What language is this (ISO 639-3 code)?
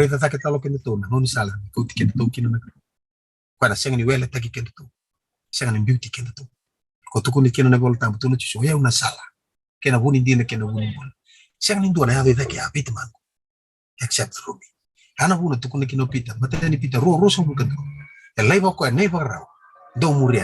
fij